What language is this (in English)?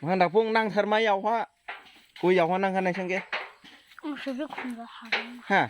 Dimasa